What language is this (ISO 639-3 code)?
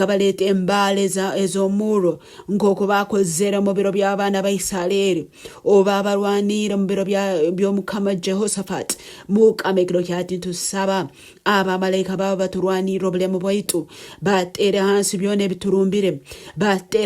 nyn